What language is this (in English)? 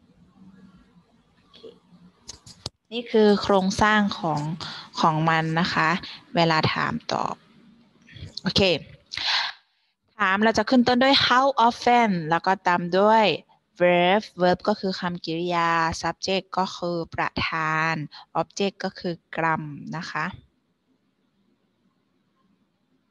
Thai